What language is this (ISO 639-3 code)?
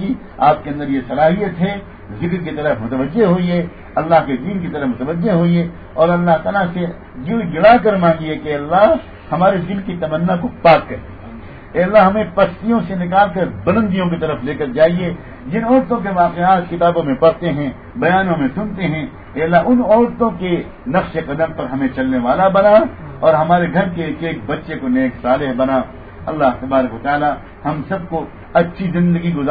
urd